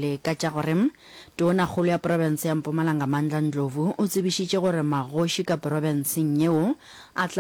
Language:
Northern Sotho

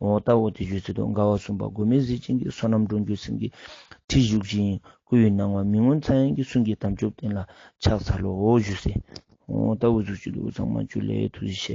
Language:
Ladakhi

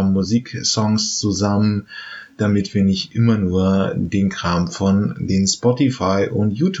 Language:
German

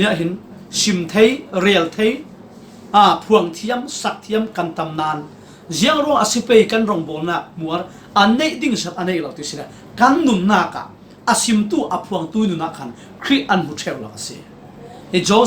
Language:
Falam Chin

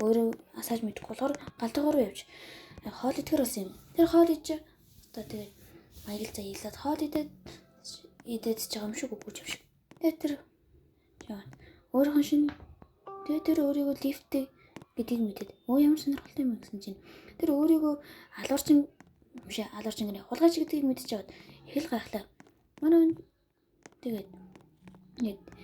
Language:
Mongolian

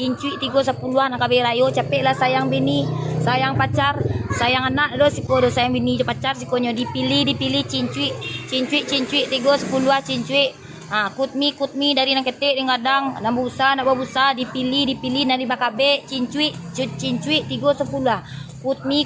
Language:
Minangkabau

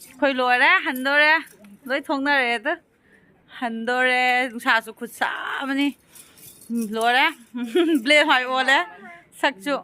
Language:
Manipuri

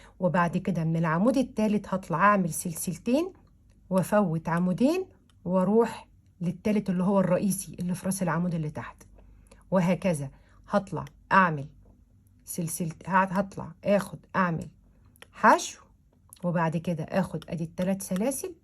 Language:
Egyptian Arabic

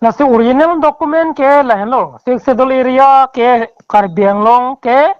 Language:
Karbi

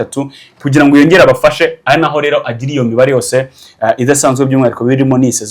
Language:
Kinyarwanda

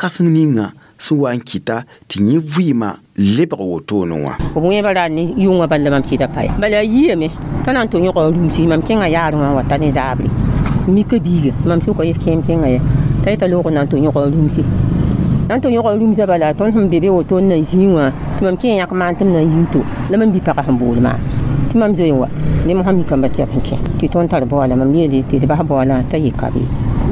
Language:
Mossi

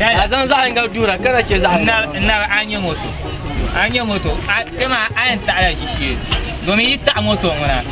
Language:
Dagbani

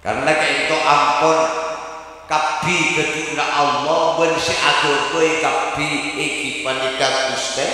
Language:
Madurese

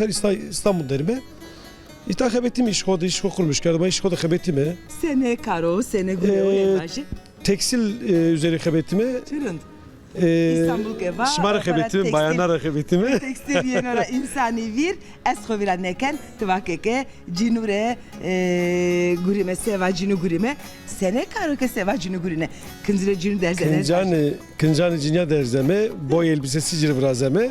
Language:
Zaza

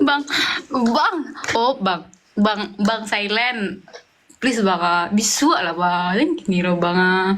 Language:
Minangkabau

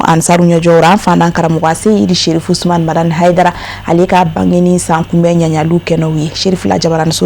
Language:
Bambara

